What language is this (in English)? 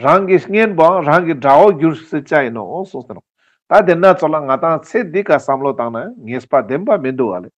Ladakhi